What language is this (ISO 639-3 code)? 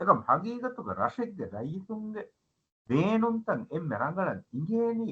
div